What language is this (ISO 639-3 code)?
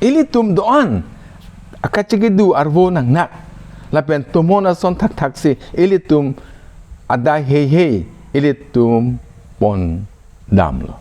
mjw